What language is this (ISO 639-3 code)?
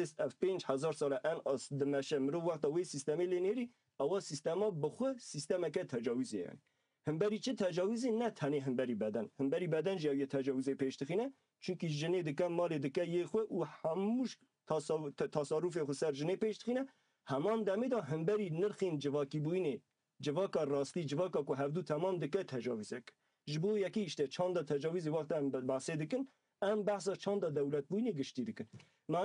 kur